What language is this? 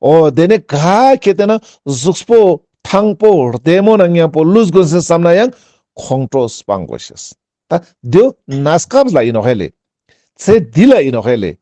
Ladakhi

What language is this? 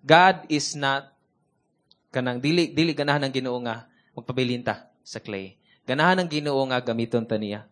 Cebuano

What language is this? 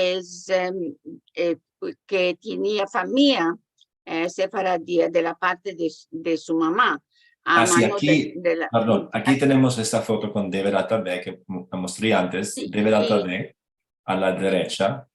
Ladino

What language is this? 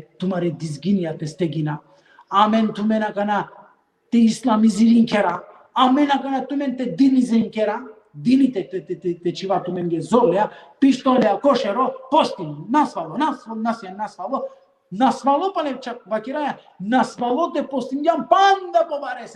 Balkan Romani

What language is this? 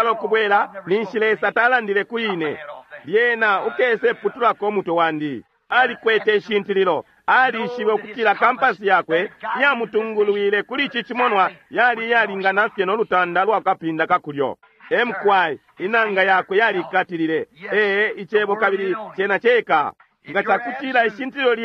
Bemba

